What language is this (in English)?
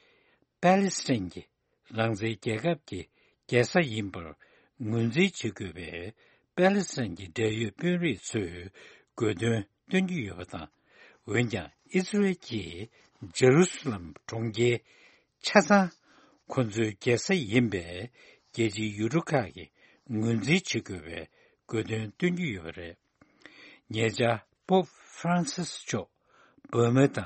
Tibetan